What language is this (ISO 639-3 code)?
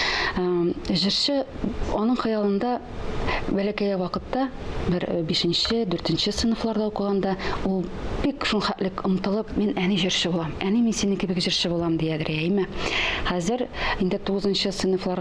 tat